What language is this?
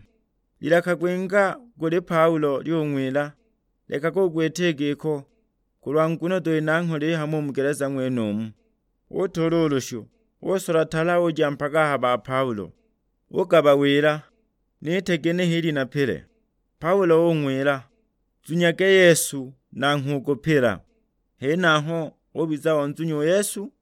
Sukuma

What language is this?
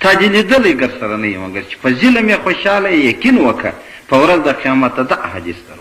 Pashto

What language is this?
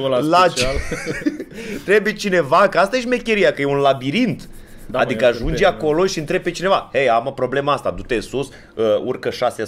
Romanian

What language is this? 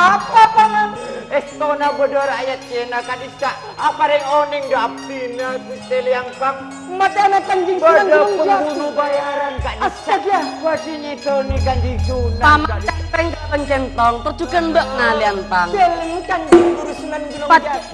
Madurese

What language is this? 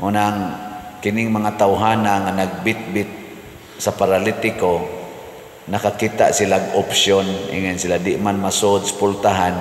Cebuano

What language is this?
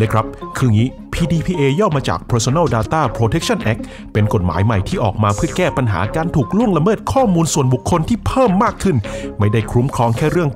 Thai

